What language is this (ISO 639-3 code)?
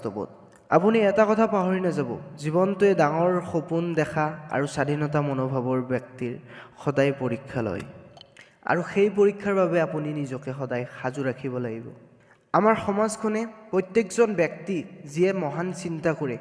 asm